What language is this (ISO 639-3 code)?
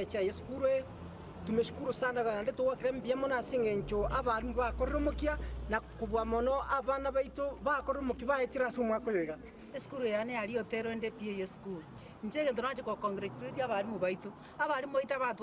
guz